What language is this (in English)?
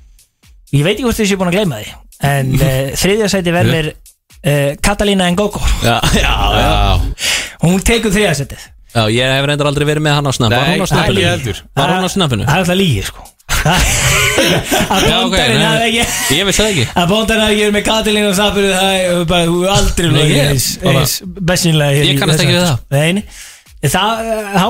Icelandic